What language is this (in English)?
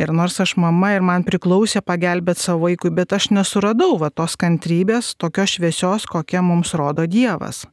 Lithuanian